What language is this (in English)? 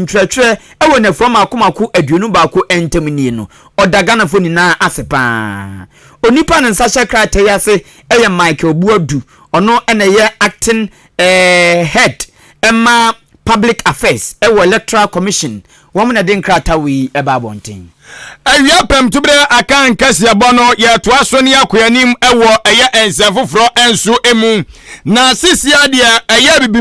Akan